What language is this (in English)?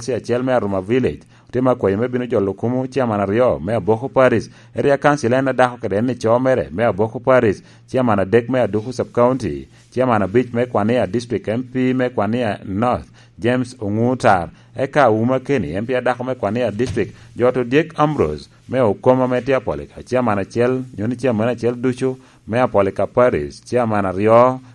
Lango (Uganda)